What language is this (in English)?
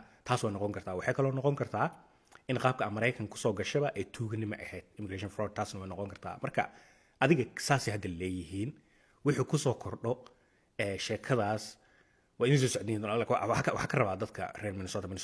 Somali